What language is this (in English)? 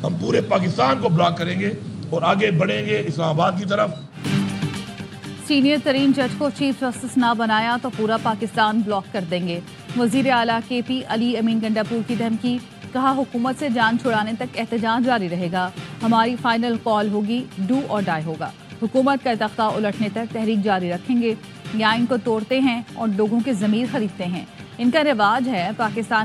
Urdu